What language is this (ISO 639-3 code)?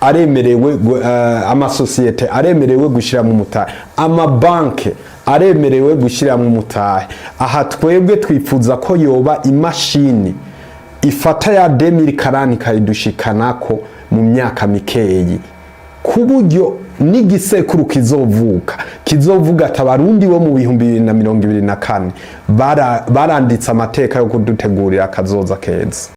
run